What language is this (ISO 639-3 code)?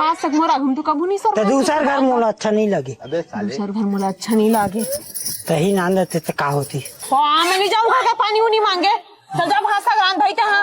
hne